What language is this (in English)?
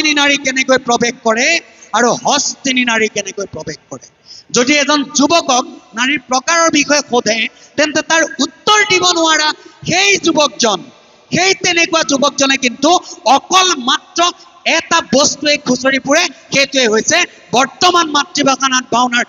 Assamese